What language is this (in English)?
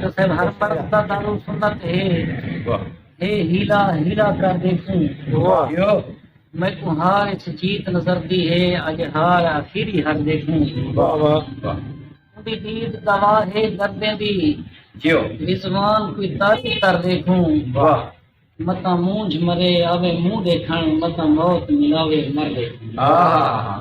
Saraiki